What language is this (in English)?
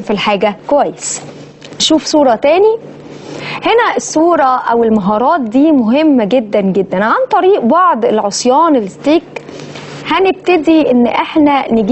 Egyptian Arabic